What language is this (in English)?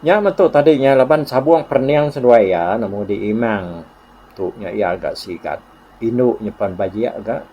Iban